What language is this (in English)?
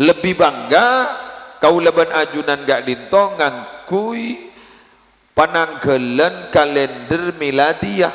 Madurese